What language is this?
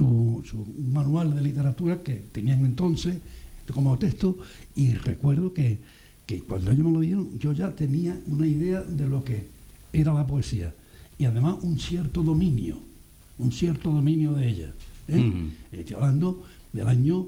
Spanish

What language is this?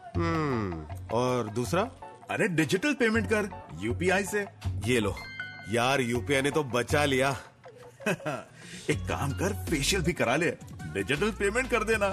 Hindi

